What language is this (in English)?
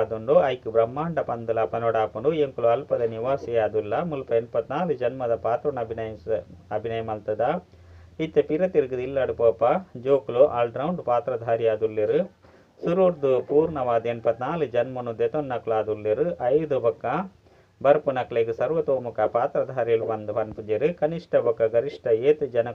Tulu